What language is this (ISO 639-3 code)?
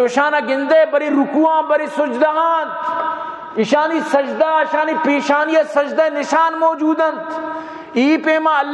bal